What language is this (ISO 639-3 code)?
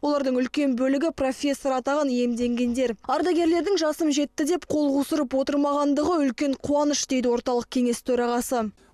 kaz